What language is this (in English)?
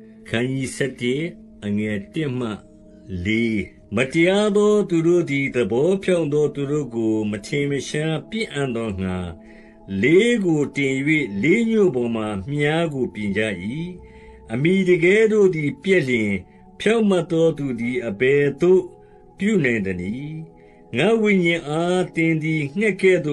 Burmese